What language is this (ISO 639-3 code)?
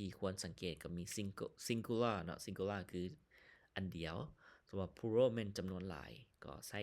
lao